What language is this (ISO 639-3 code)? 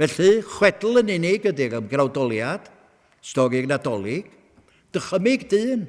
cym